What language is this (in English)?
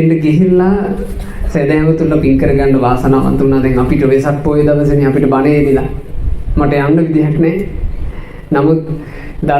Sinhala